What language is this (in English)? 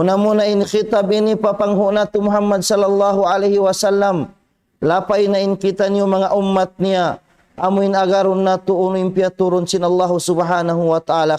Tausug